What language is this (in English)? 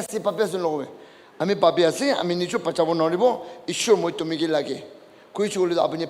Naga Pidgin